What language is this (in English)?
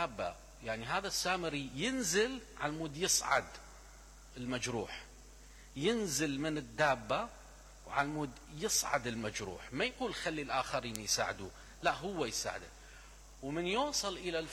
Mesopotamian Arabic